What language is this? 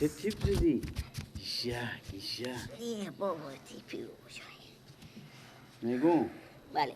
Persian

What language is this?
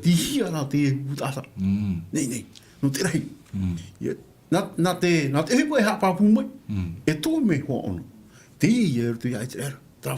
Tahitian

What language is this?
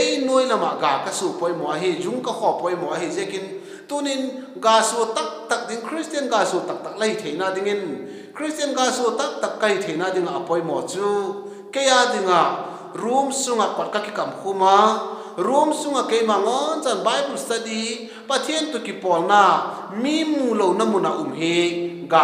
Vaiphei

